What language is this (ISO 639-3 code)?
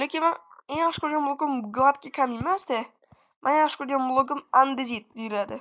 uzb